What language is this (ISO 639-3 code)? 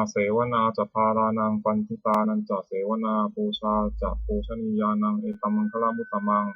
pli